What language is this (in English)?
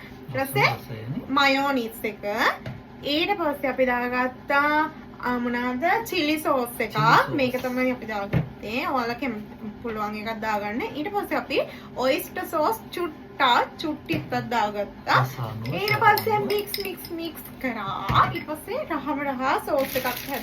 Sinhala